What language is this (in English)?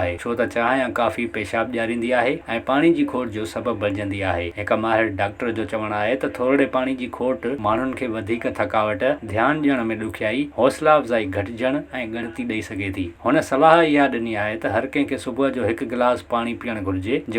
Sindhi